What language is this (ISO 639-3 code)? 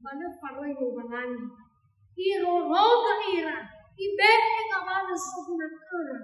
nia